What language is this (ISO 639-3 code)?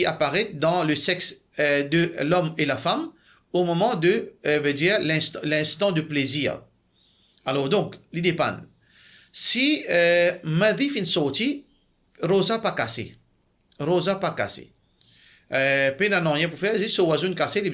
mfe